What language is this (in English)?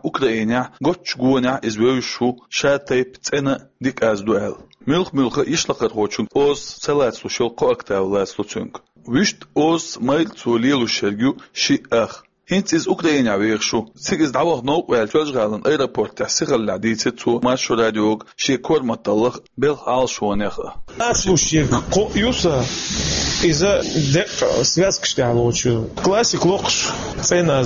Chechen